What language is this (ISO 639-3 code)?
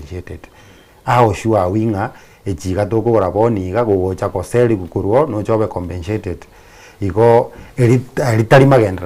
guz